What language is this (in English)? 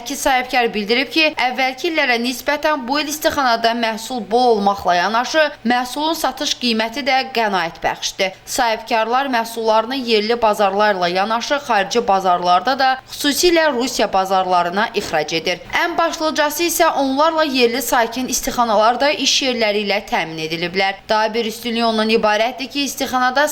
Azerbaijani